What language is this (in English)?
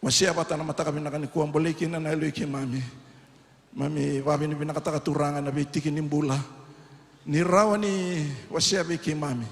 Fijian